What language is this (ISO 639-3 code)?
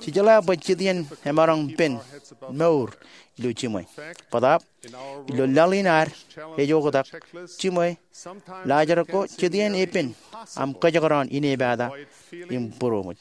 mah